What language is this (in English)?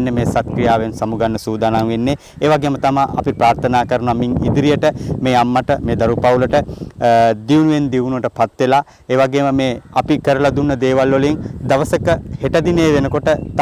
Sinhala